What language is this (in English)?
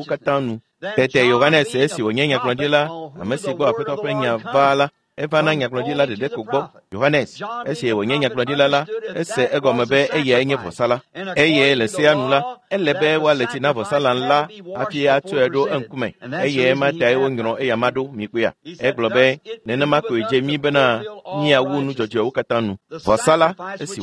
Ewe